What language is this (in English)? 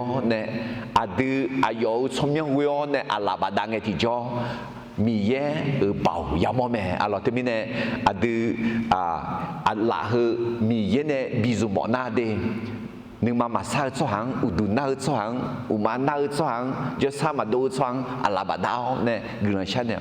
Akha